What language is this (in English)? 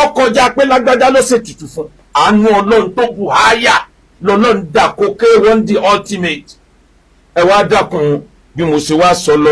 Yoruba